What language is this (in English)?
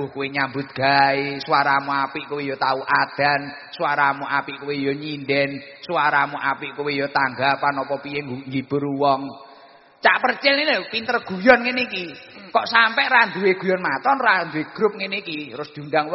Javanese